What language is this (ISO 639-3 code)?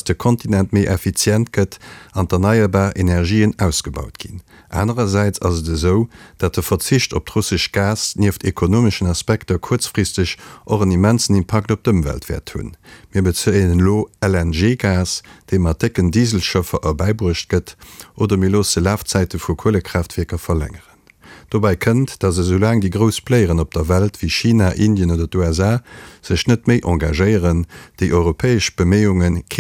ltz